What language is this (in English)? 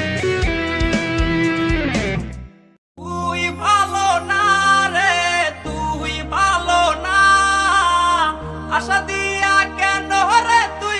Bangla